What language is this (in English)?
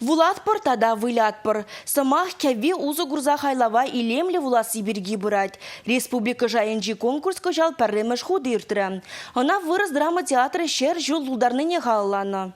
Chuvash